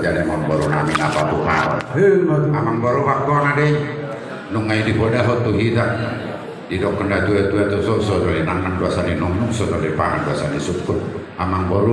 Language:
Batak Toba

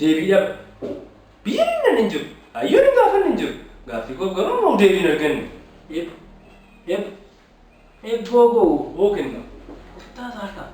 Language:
Oromo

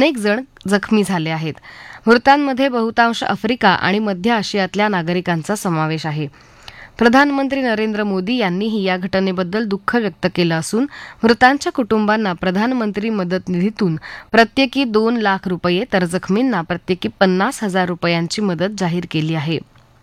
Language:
Marathi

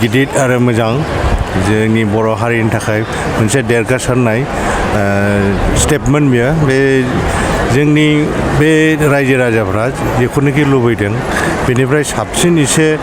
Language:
Bodo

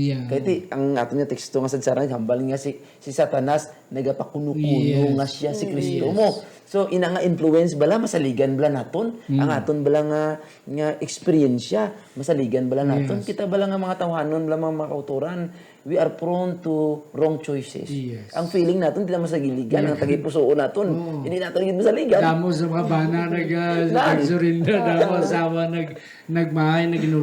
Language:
Hiligaynon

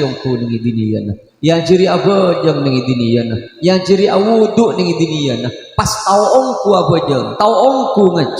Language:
Madurese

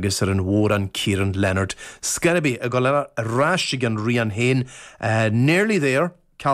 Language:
Irish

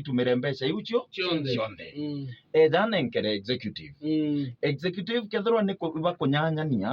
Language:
Meru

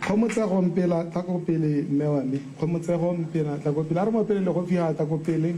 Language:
Tswana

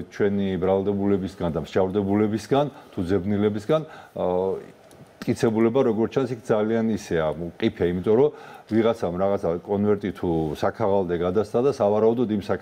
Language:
Georgian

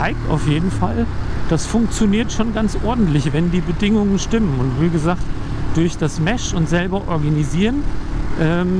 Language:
German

